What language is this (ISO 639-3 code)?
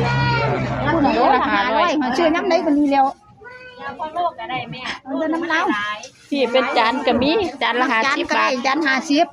tts